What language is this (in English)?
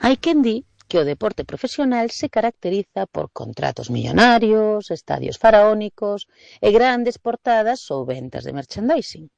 Galician